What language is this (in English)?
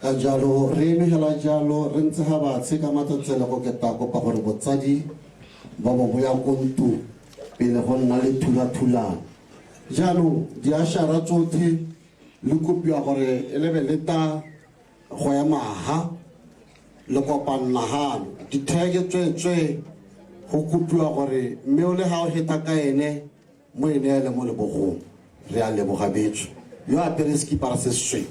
Tswana